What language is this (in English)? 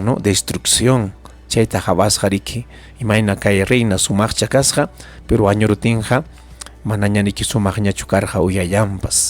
Ayacucho Quechua